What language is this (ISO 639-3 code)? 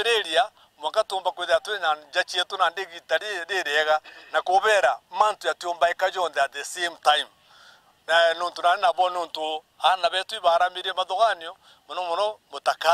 mer